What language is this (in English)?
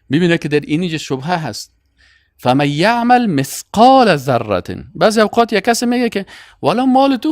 Persian